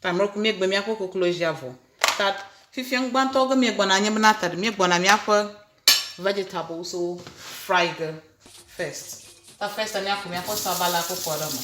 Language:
Ewe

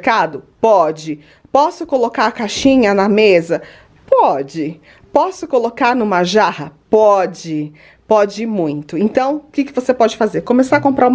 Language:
Portuguese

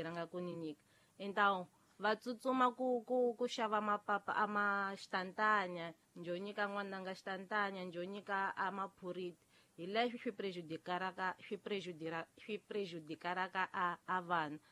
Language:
Tsonga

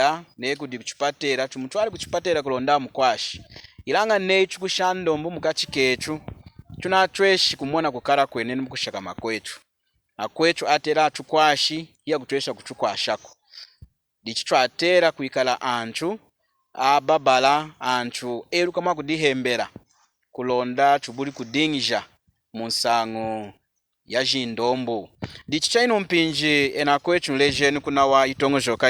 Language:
Lunda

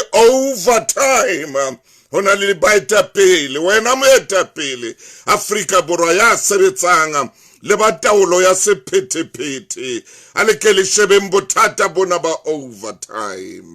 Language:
Southern Sotho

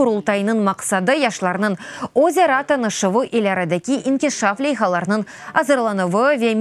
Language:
Crimean Tatar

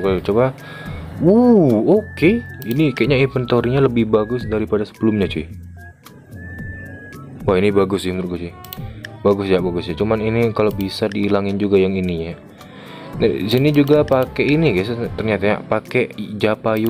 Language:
Indonesian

